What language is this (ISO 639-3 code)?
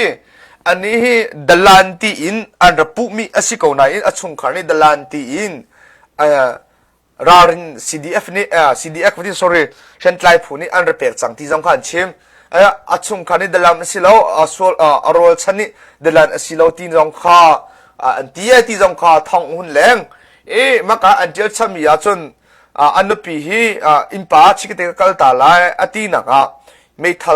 cnh